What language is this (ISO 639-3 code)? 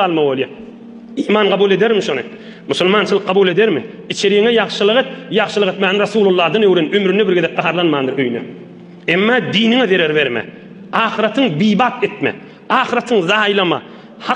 tuk